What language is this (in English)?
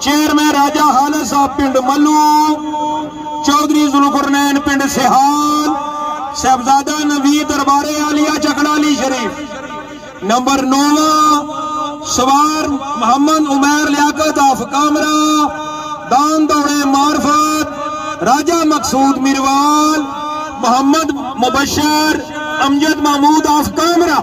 Pahari-Potwari